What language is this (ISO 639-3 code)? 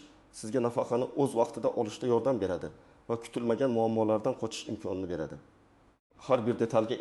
uzb